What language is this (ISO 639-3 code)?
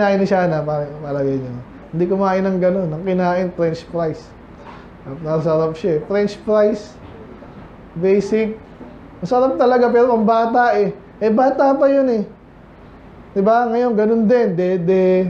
fil